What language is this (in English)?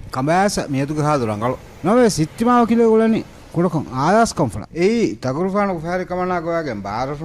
Divehi